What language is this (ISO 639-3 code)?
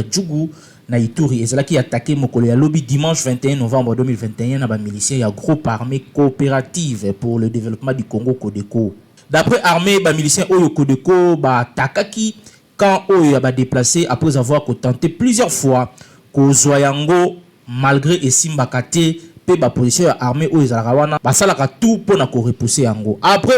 lin